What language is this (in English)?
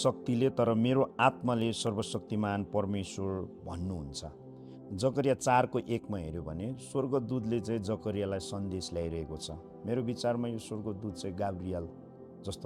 Nepali